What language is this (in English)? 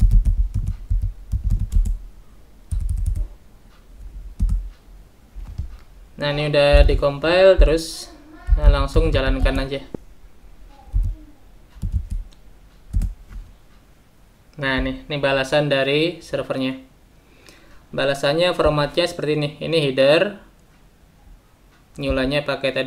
Indonesian